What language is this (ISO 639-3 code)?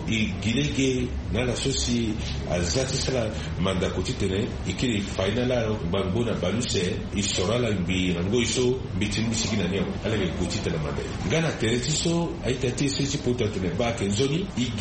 sag